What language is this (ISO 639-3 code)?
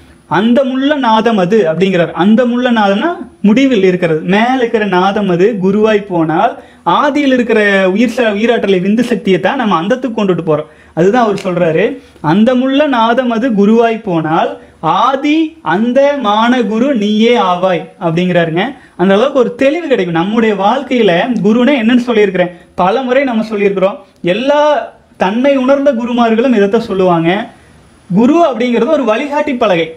tam